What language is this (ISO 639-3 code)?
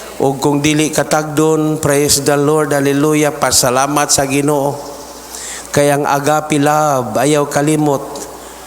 ceb